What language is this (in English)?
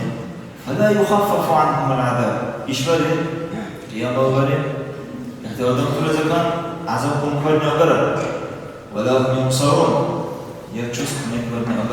Dargwa